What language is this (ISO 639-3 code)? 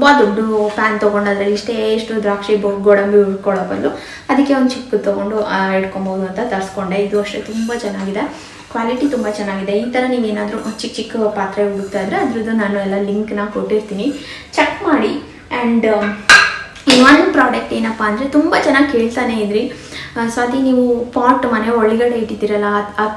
kan